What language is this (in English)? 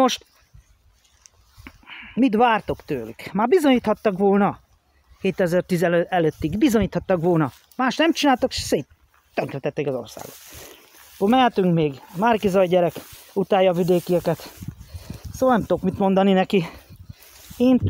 Hungarian